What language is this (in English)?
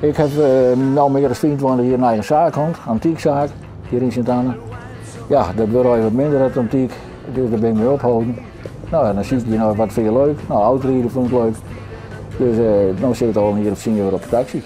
Western Frisian